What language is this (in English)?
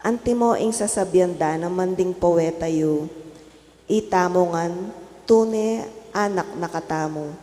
Pampanga